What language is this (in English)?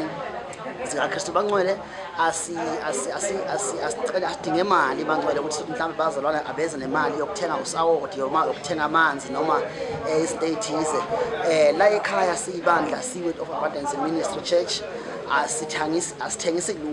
Zulu